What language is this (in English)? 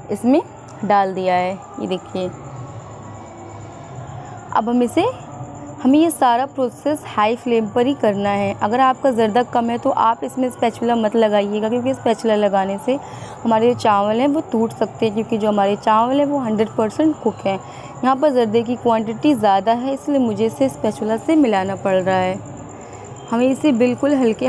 Hindi